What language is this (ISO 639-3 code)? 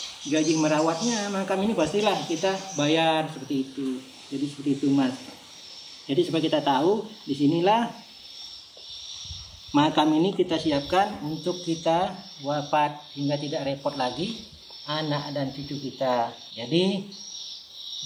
ind